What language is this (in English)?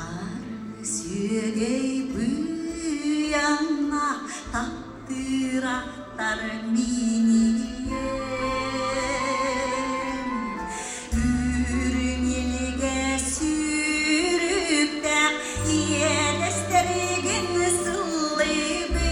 Yakut